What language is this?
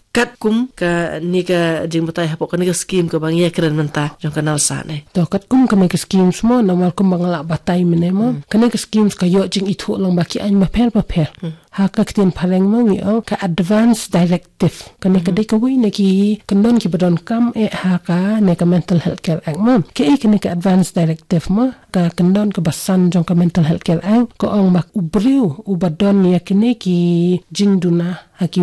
Khasi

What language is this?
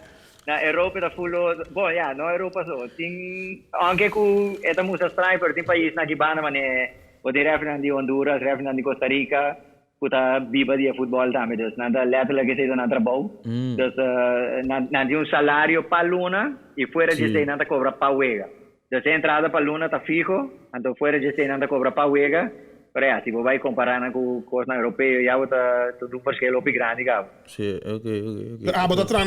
Papiamento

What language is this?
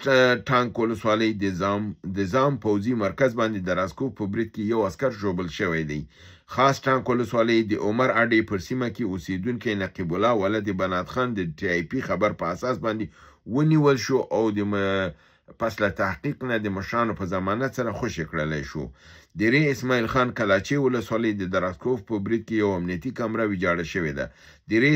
Pashto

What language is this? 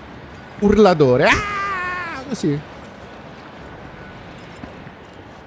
Italian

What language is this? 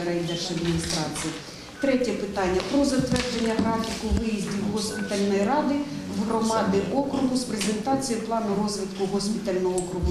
Ukrainian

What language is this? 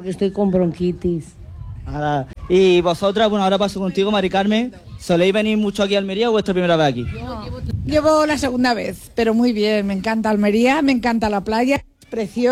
Spanish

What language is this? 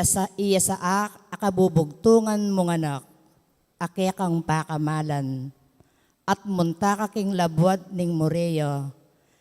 Pampanga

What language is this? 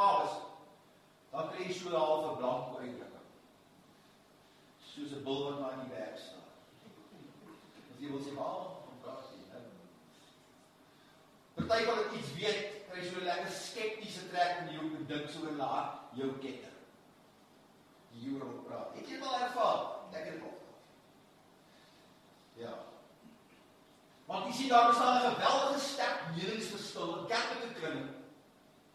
Afrikaans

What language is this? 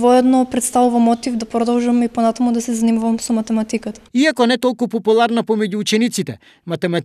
Macedonian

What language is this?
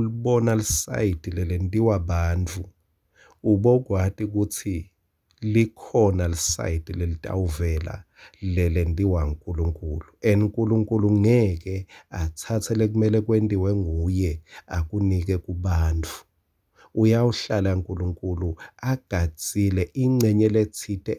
Swati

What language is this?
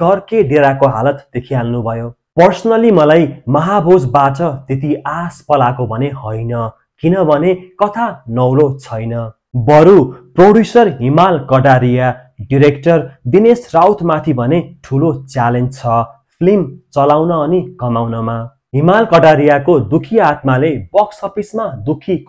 Nepali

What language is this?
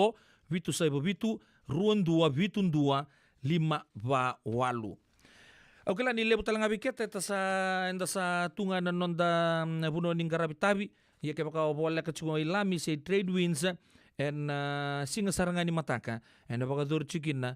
Fijian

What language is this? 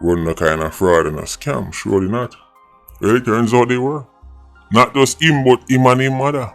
Jamaican Creole English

